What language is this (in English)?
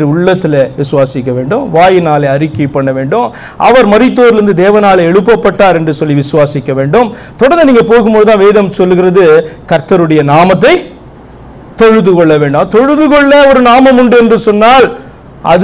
Tamil